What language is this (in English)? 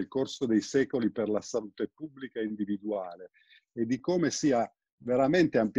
Italian